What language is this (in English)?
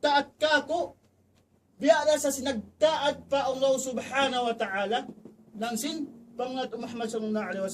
Tausug